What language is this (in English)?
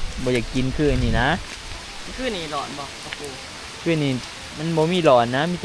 Northeastern Thai